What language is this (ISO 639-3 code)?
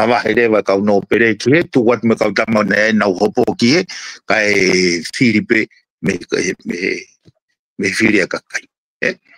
ton